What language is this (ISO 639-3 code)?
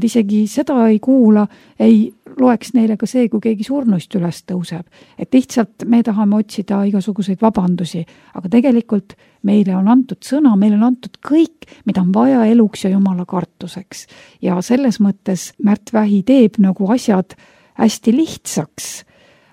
est